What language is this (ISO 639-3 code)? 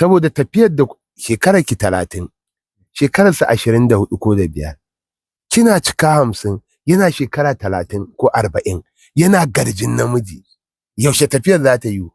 hau